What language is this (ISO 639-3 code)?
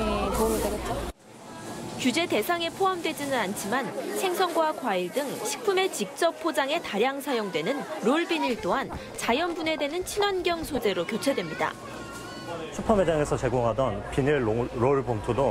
kor